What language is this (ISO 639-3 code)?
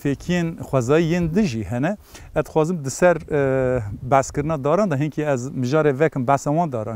kur